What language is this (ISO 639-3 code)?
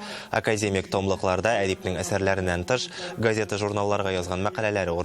tat